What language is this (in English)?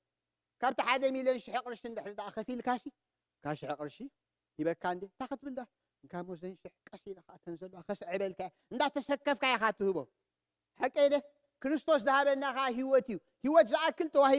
Tigrinya